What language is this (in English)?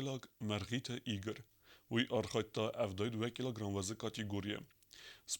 Ossetic